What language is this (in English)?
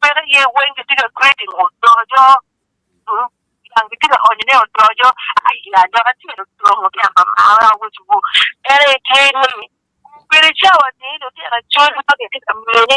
Acoli